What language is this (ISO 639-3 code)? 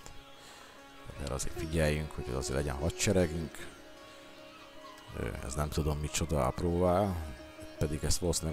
hun